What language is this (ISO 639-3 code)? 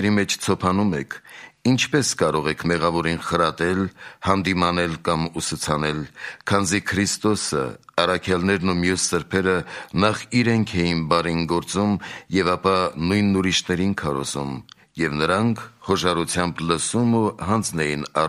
hye